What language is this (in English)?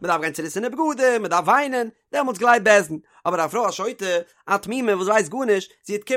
Yiddish